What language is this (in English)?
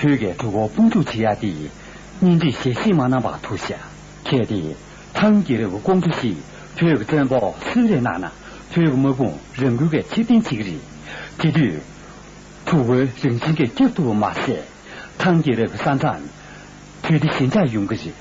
Tibetan